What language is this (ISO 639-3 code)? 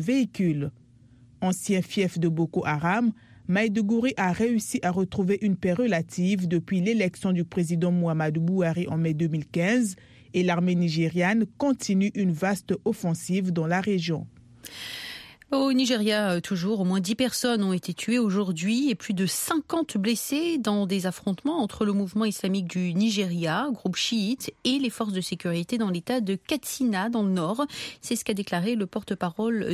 fra